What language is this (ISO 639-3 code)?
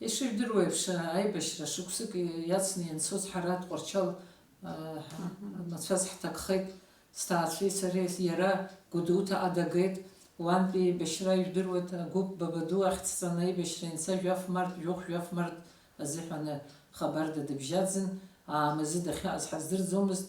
abk